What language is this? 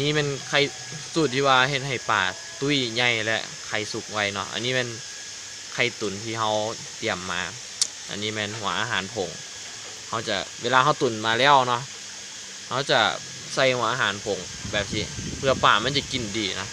Lao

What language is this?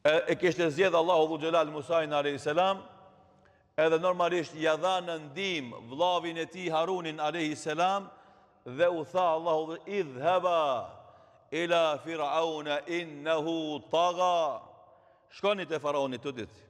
Albanian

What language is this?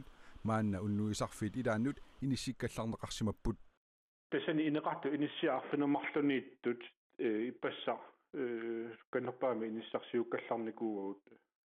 Kalaallisut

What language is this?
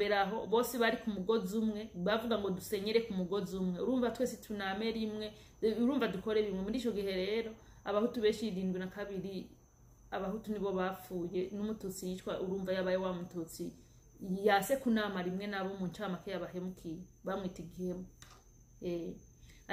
Rundi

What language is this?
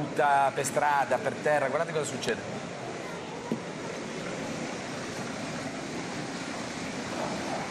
Italian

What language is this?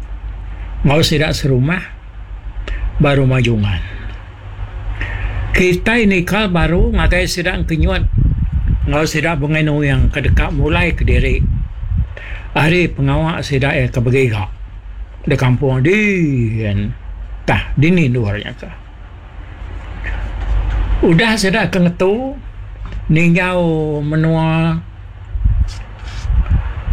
Iban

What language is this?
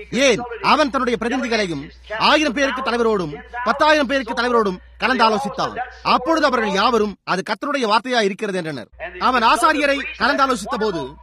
Tamil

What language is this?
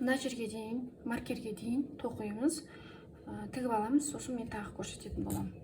Kazakh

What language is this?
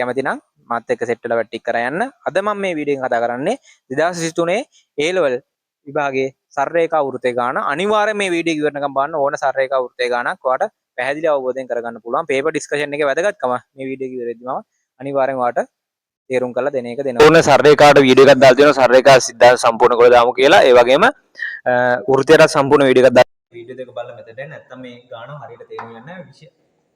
Sinhala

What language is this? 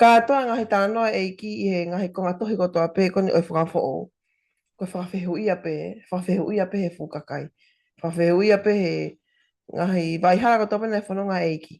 Tongan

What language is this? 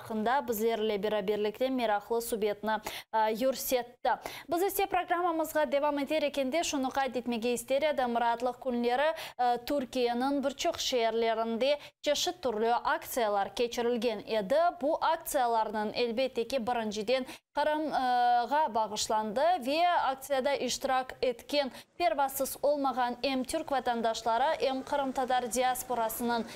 Crimean Tatar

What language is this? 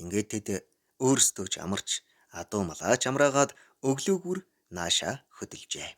Mongolian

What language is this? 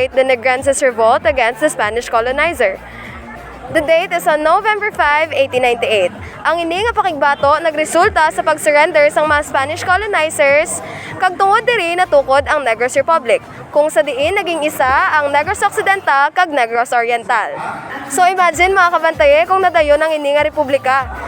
Hiligaynon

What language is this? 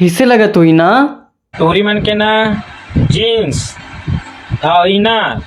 Chhattisgarhi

